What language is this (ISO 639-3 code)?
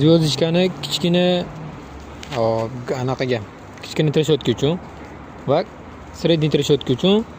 uzb